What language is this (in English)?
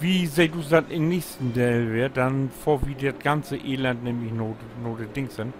Low German